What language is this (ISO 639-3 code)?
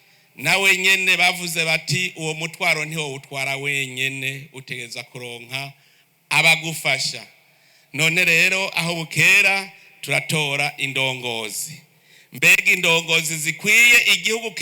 run